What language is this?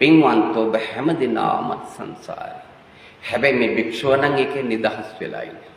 Sinhala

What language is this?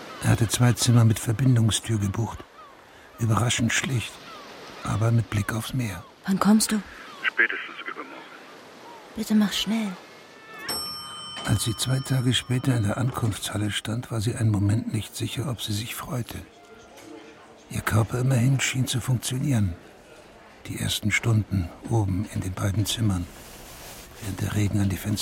German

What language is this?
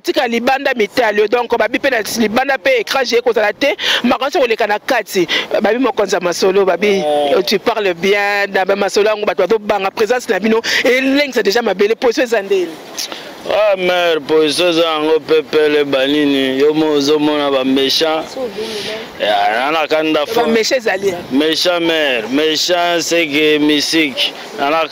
Lingala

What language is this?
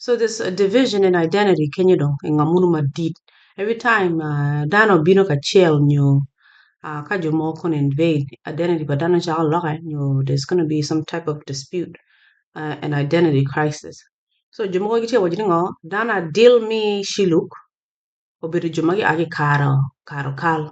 Acoli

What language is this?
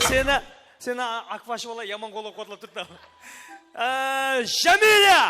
Kara-Kalpak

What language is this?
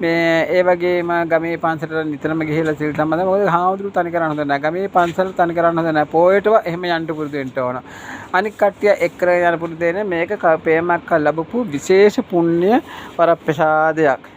Sinhala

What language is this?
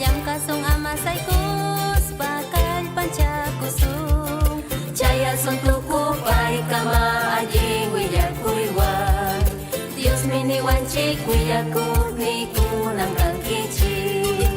Ayacucho Quechua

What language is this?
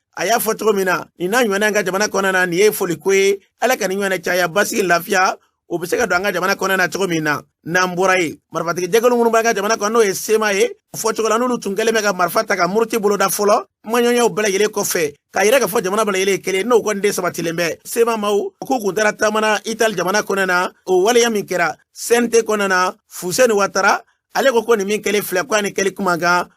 Bambara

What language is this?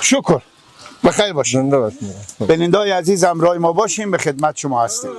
Persian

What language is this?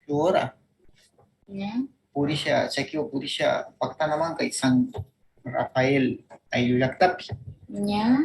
Northern Pastaza Quichua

